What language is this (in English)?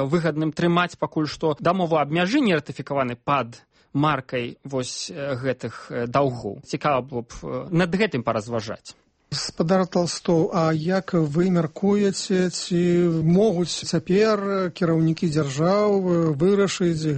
Belarusian